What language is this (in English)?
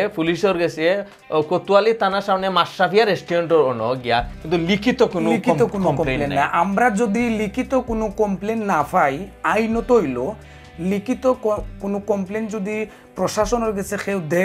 Sylheti